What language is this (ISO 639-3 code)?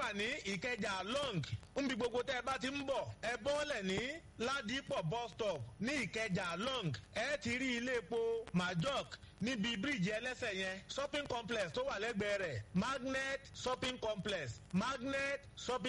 yor